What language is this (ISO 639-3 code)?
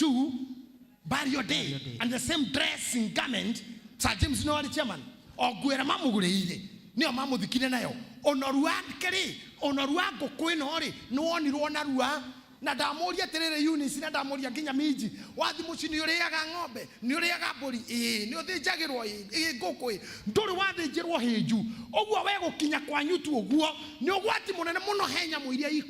kik